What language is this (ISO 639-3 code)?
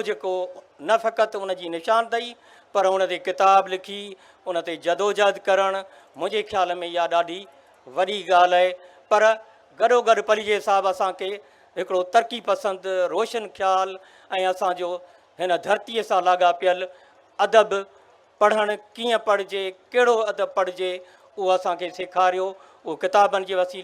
snd